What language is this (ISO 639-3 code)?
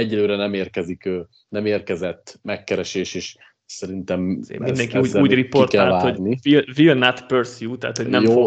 hun